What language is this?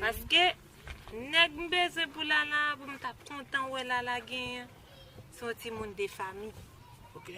Haitian Creole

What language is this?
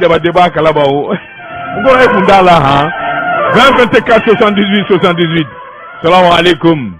Bambara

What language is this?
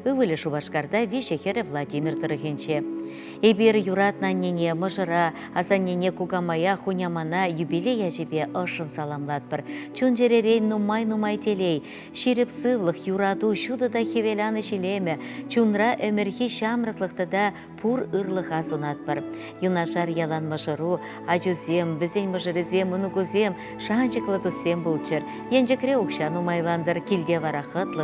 Chuvash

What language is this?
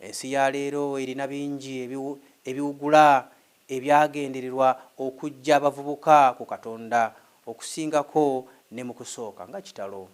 Ganda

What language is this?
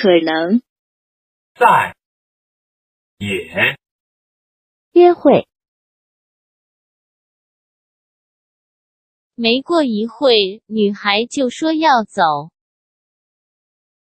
Chinese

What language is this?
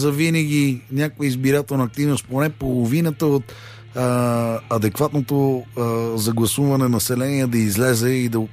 Bulgarian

